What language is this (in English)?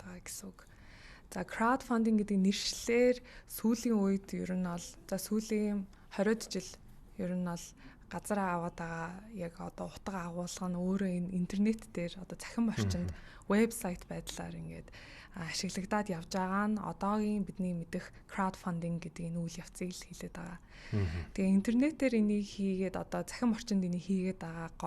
Mongolian